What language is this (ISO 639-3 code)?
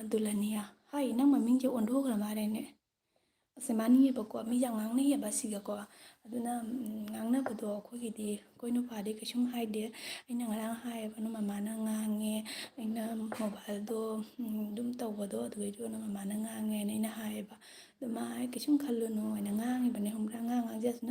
mni